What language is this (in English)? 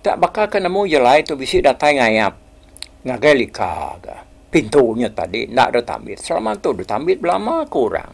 Iban